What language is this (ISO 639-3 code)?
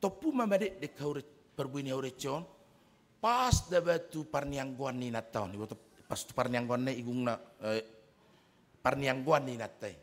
bbc